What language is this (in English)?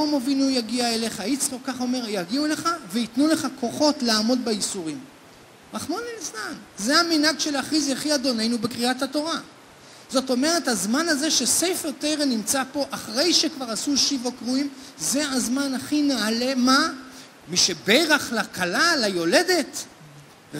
Hebrew